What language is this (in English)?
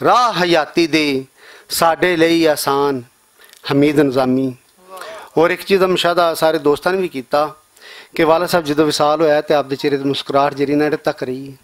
Western Panjabi